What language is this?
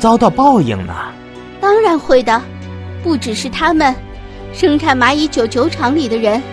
Chinese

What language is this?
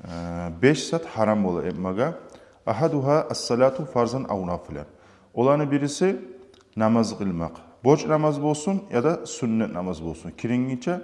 Kumyk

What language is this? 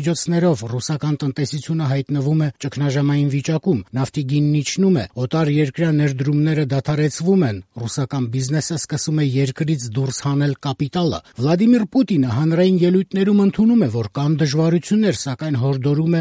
Armenian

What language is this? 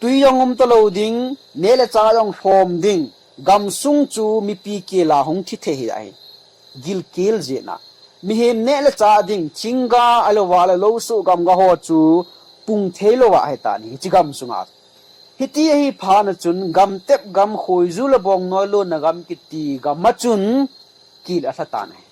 Thado Chin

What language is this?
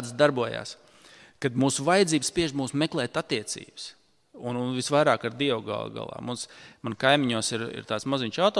Latvian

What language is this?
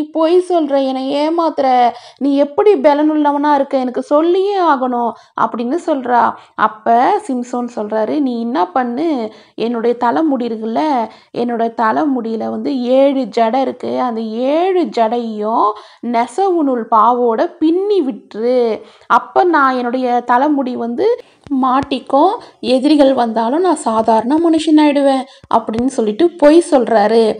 Tamil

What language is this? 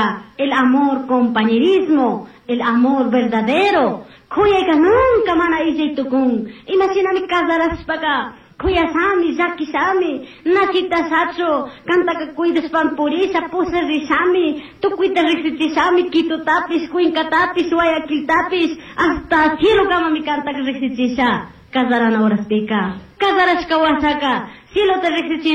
Chimborazo Highland Quichua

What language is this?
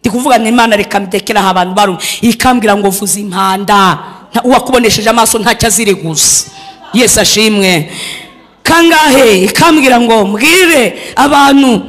Kinyarwanda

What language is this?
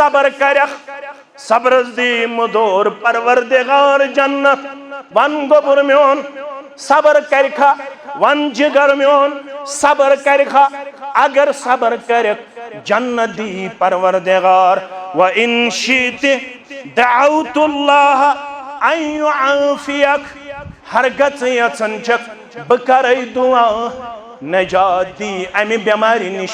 Kashmiri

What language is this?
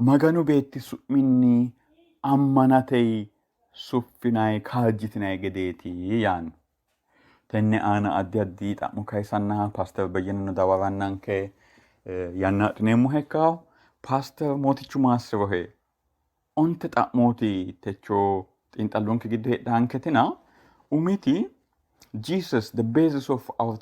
Sidamo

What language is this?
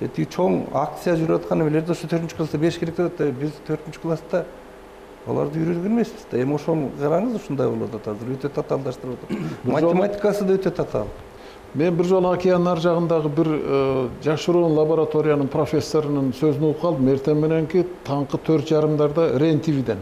Kyrgyz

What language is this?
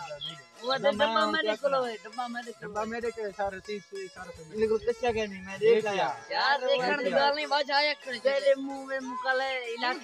Saraiki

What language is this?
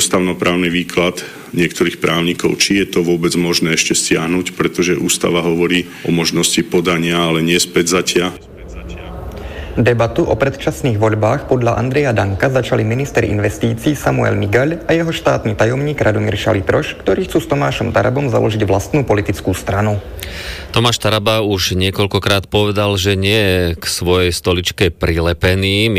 Slovak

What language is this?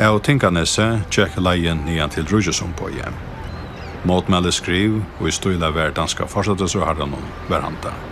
Faroese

